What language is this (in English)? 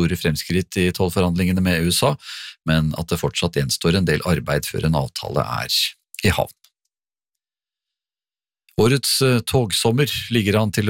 Norwegian